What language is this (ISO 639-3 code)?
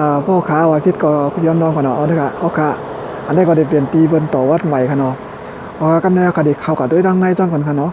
shn